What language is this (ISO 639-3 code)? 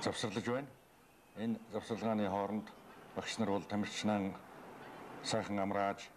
mon